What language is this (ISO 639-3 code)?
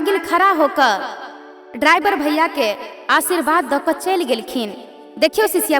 mai